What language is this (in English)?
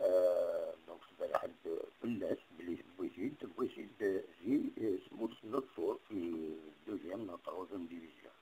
Kabyle